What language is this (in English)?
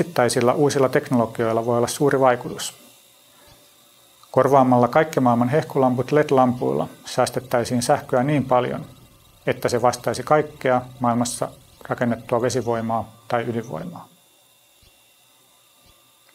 Finnish